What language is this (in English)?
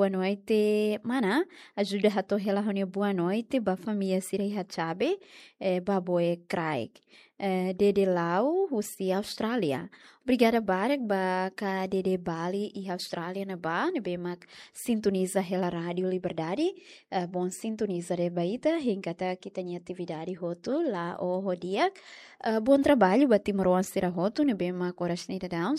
Tetum